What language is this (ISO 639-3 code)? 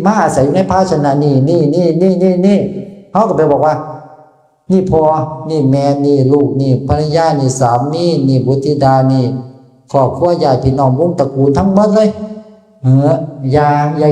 tts